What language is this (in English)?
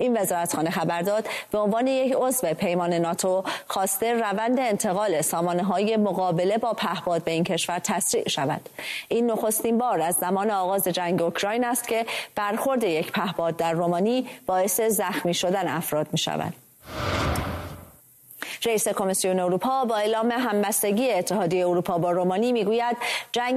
Persian